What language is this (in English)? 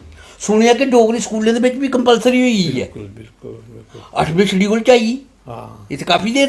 Dogri